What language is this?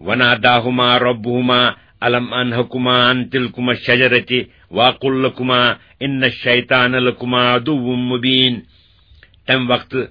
Kashmiri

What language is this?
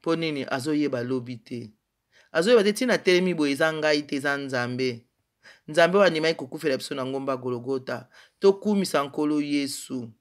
Lingala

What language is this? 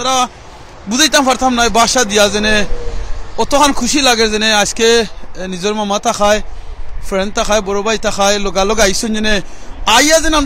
Sylheti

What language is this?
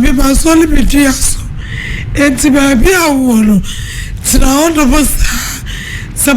Akan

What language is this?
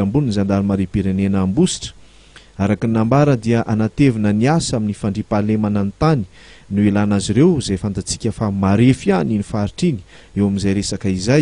Malagasy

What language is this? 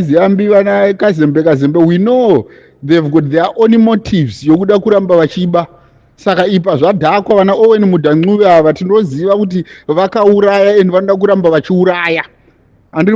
Shona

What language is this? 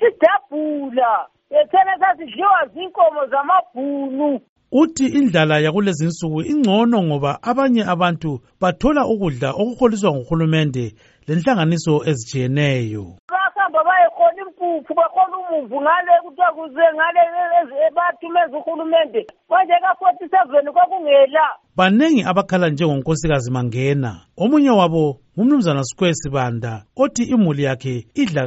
North Ndebele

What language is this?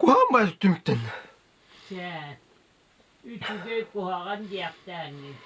Yakut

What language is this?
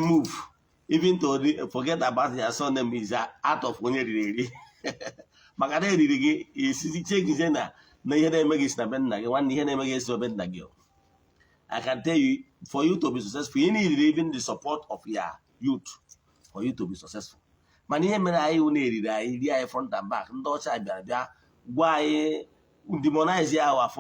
Igbo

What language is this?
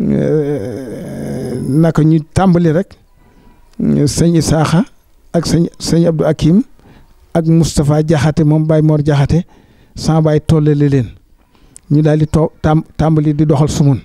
Wolof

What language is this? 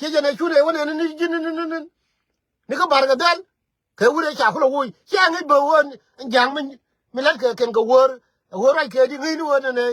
Nuer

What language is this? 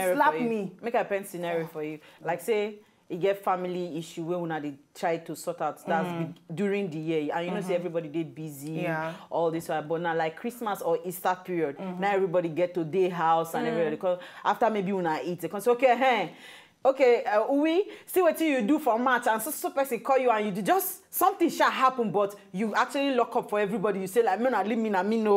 Nigerian Pidgin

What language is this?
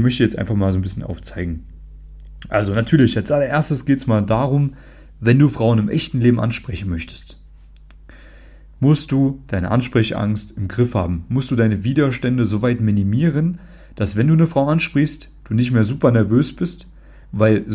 German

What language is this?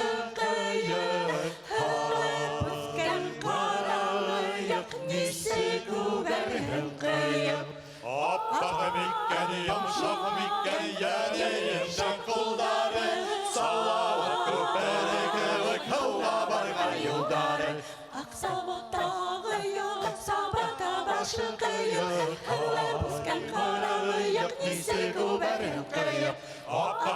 Bashkir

